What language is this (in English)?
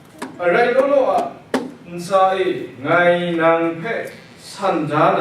Kachin